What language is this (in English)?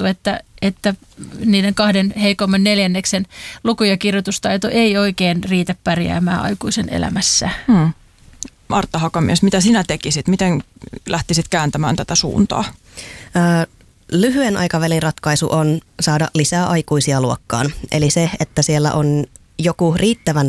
Finnish